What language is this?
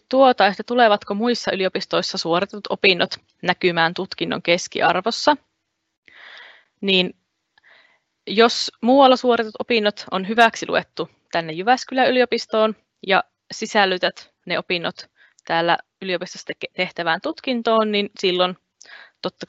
Finnish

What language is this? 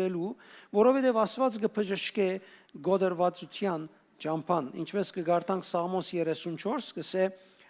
Western Armenian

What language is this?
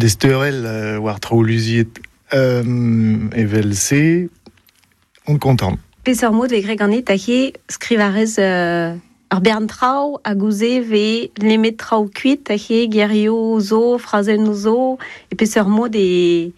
Breton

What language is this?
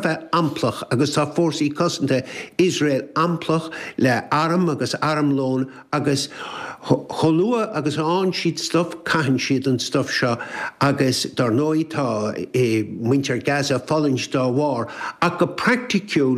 Irish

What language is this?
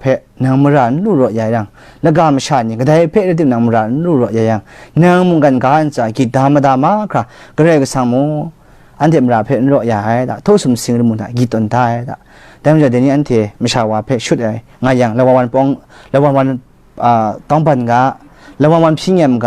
Kachin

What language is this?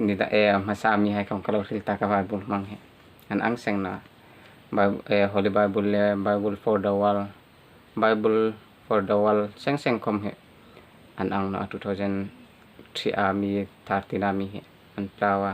Hmar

